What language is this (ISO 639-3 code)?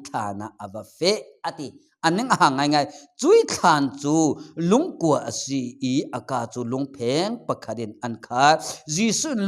cfm